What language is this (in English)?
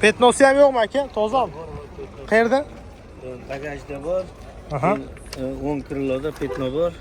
Uzbek